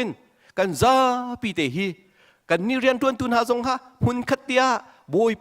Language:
Hakha Chin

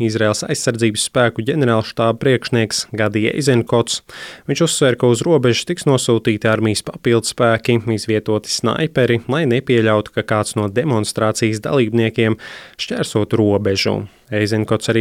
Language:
Latvian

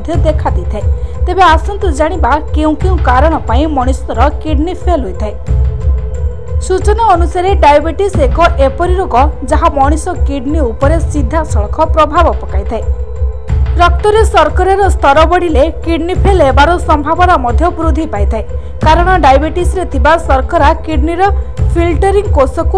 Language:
Odia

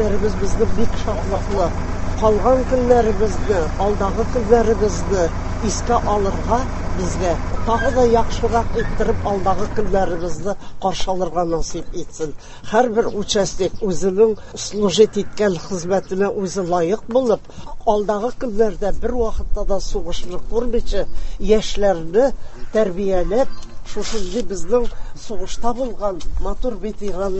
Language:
Tatar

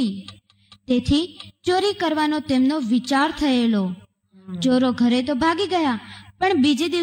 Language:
Gujarati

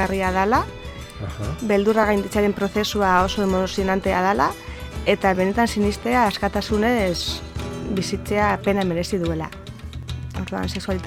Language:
Basque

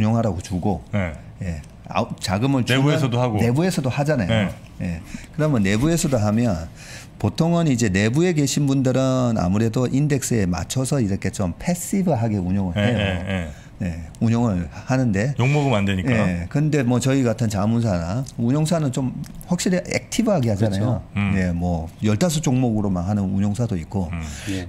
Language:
Korean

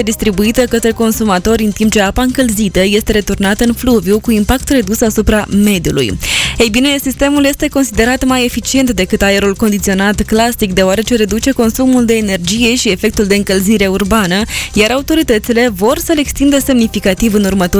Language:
Romanian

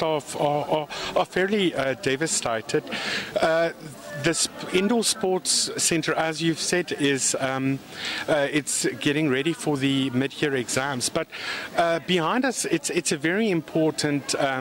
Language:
English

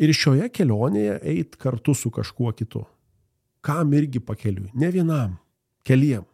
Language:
Lithuanian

